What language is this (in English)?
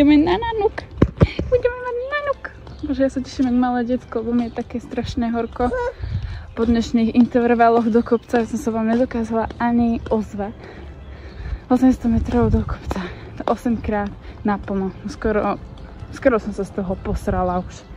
Slovak